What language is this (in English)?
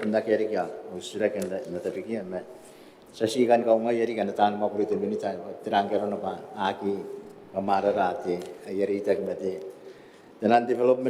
Gilbertese